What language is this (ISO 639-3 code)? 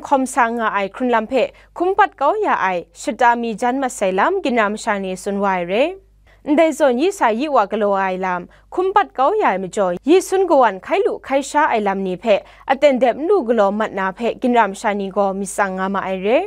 kac